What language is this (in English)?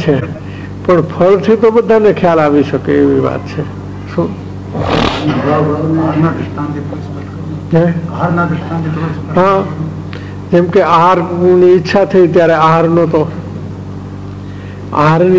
Gujarati